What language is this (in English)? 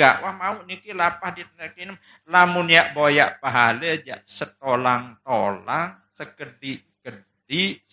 Sasak